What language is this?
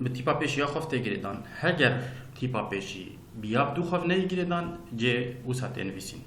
Kurdish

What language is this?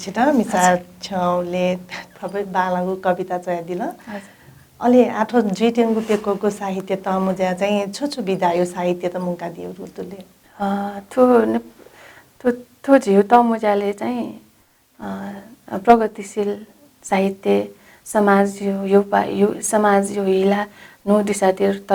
Newari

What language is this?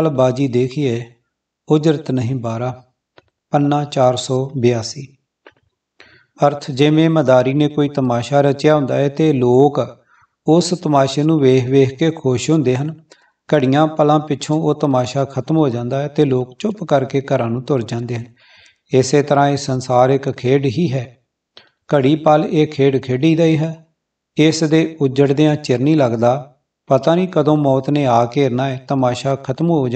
Punjabi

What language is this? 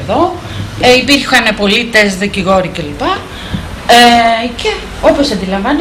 Greek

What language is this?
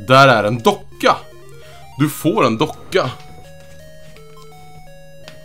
Swedish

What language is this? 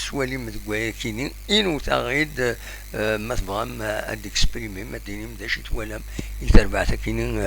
Kabyle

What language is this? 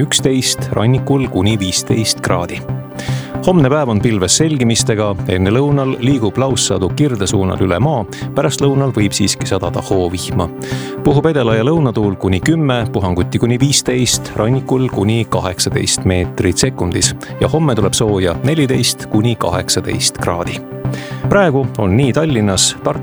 Estonian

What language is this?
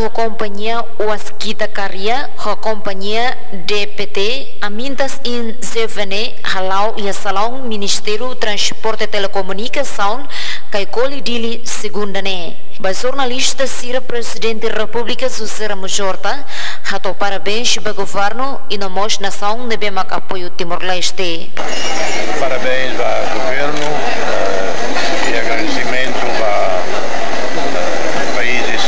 Tetum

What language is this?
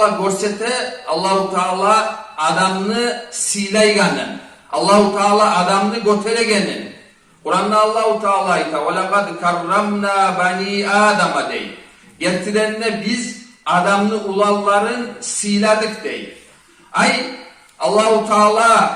Kumyk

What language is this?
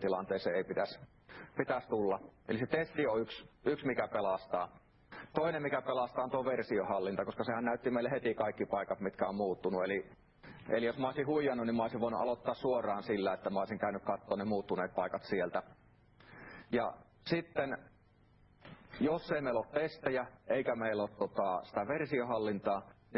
Finnish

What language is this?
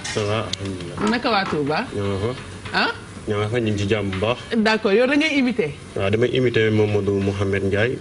Wolof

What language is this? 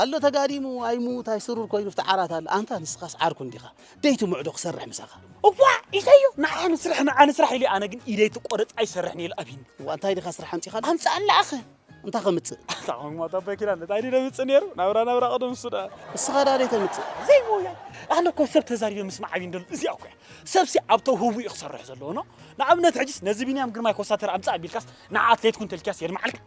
Tigrinya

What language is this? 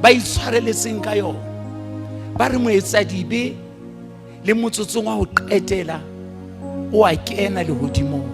Southern Sotho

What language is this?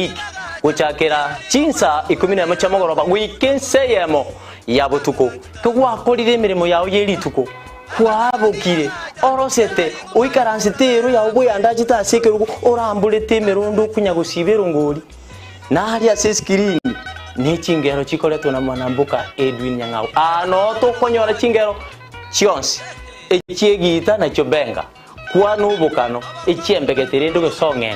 Gusii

